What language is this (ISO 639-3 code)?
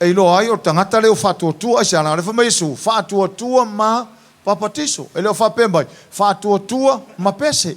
smo